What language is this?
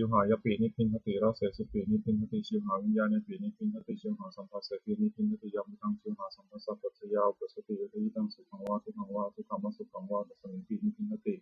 Pali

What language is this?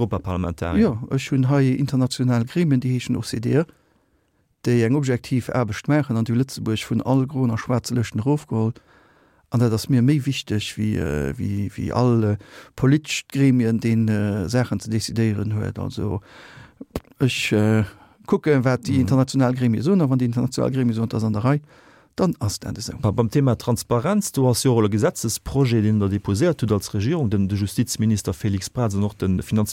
Luxembourgish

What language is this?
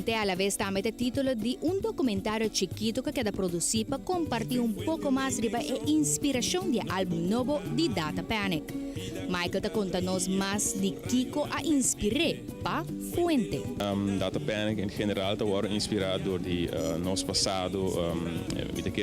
Papiamento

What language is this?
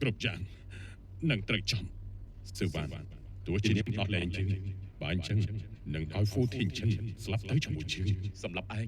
Khmer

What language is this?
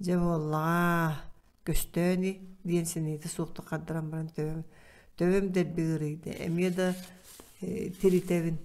Yakut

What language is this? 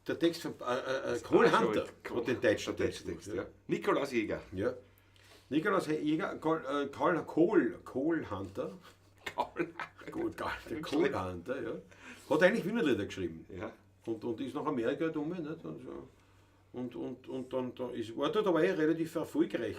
Bavarian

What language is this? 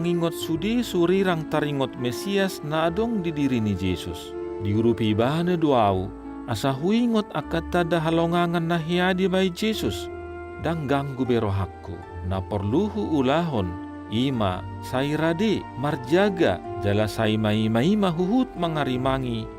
Batak Toba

